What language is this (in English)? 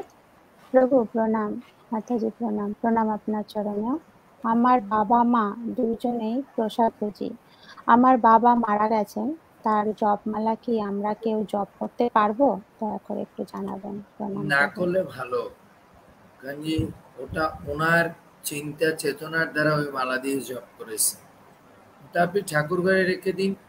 Bangla